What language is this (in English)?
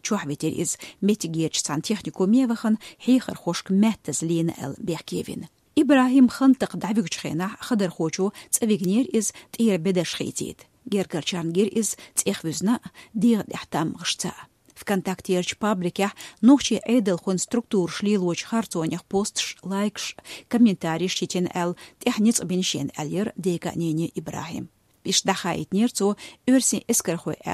Chechen